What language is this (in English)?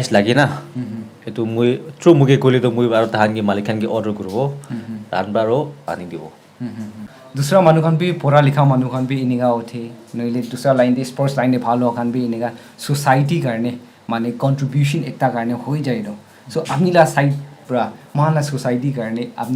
Naga Pidgin